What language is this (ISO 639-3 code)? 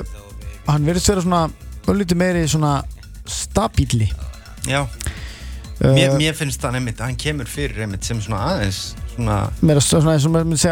isl